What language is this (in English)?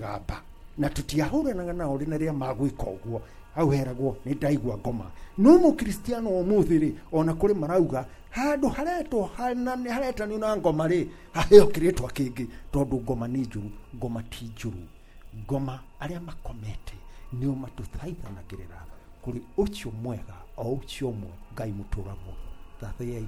Kikuyu